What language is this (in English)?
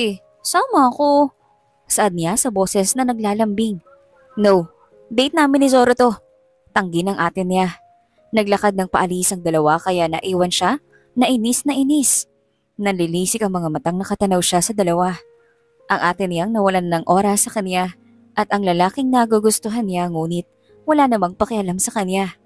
Filipino